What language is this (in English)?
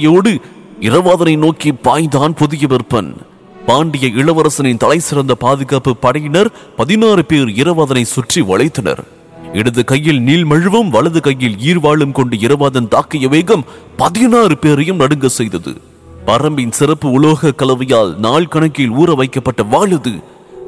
Tamil